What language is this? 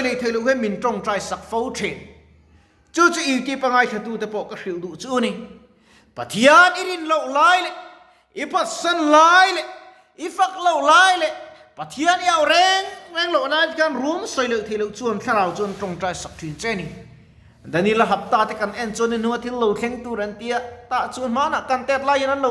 Mizo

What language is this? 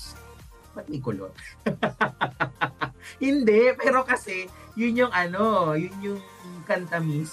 Filipino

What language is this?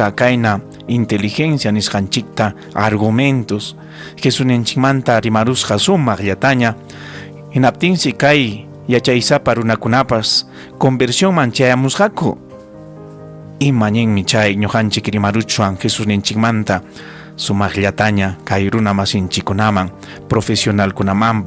Ayacucho Quechua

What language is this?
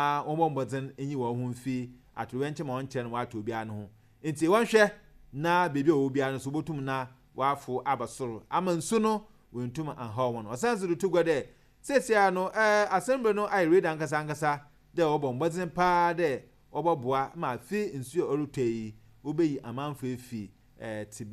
Akan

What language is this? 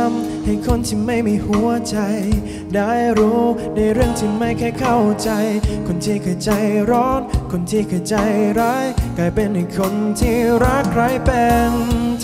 Thai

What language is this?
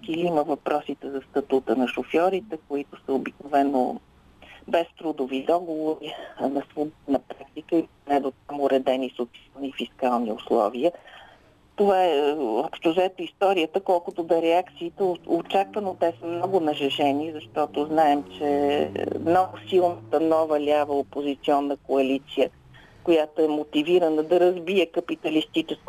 Bulgarian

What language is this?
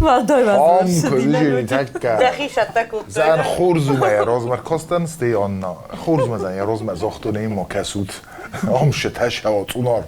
Ossetic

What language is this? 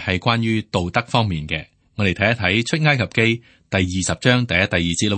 Cantonese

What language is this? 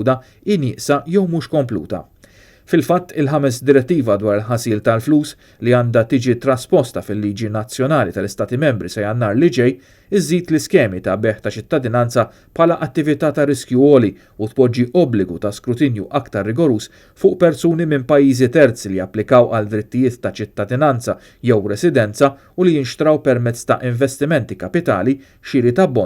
Maltese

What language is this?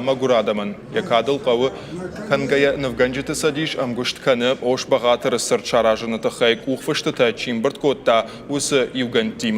Ossetic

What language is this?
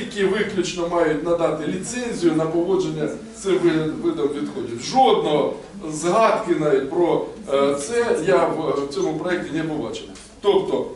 Ukrainian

